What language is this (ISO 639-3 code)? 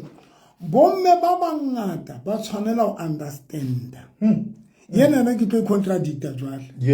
sot